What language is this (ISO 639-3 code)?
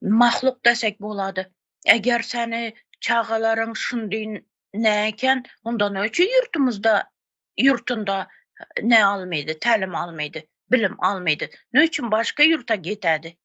tuk